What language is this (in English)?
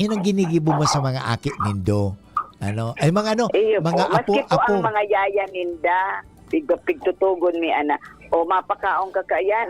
Bikol